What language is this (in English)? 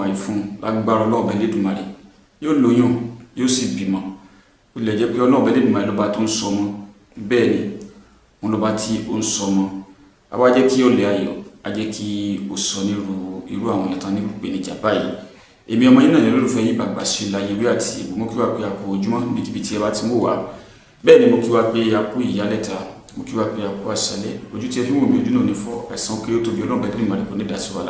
Yoruba